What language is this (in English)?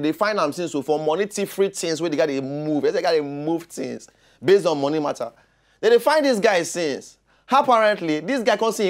Nigerian Pidgin